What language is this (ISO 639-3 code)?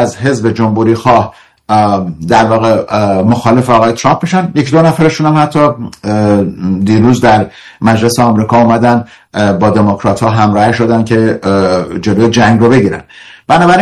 fas